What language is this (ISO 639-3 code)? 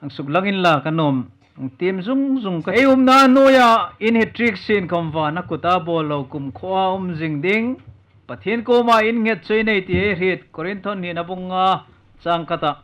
hmr